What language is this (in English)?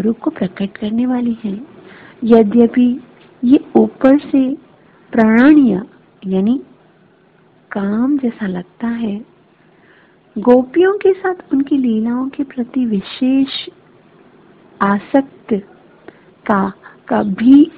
Hindi